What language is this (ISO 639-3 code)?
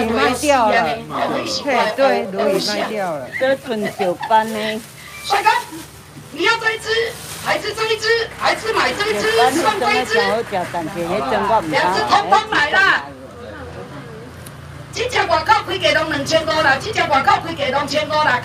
nan